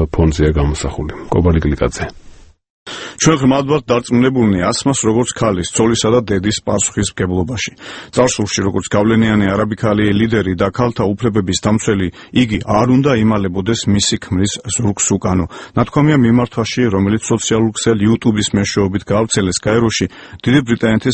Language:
Georgian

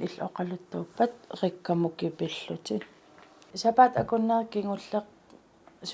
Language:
Kalaallisut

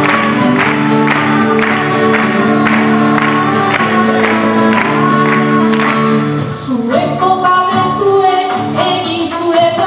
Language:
Basque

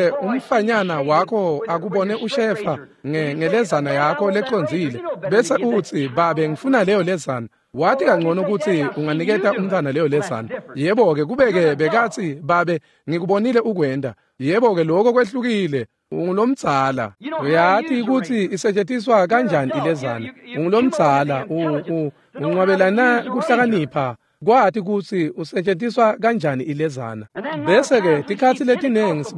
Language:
Swati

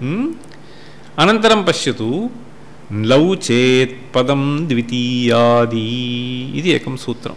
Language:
Sanskrit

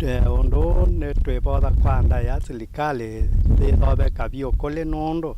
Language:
Kamba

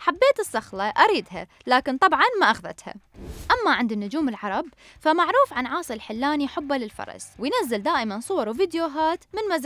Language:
Mesopotamian Arabic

